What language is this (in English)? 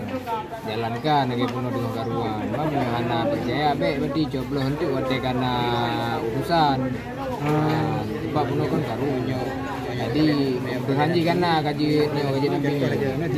Achinese